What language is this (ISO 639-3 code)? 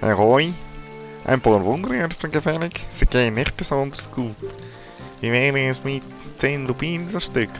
gsw